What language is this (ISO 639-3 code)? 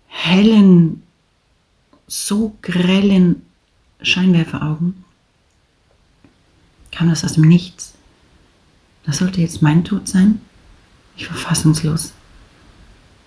deu